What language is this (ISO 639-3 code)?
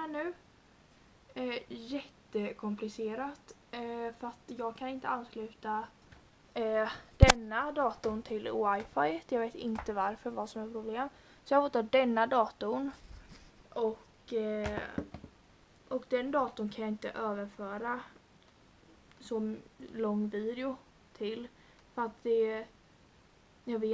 swe